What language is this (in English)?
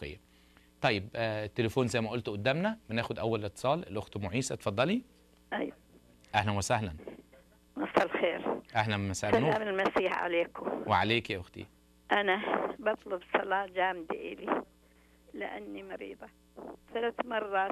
Egyptian Arabic